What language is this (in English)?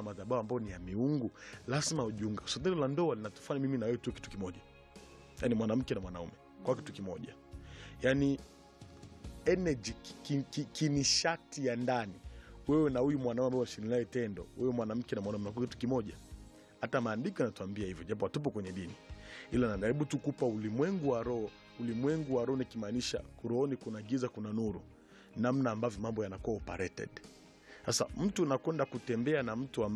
Swahili